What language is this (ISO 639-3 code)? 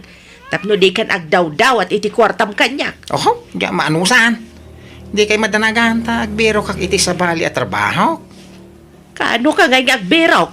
ilo